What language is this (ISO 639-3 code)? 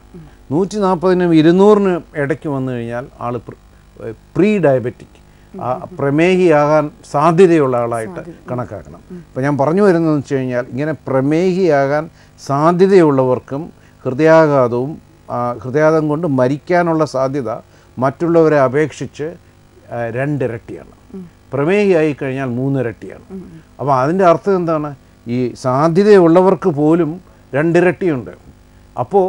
mal